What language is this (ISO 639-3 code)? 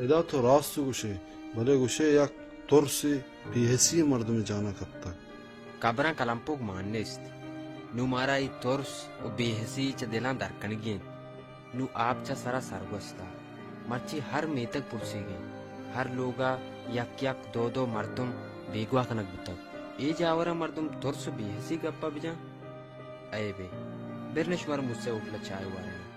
bal